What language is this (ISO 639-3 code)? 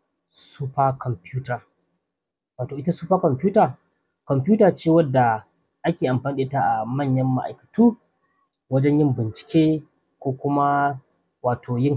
hau